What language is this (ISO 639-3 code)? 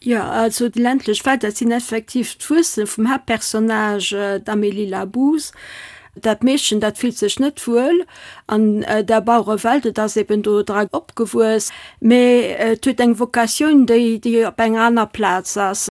ltz